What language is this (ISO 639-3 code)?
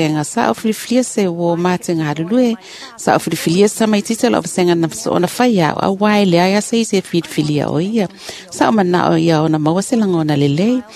smo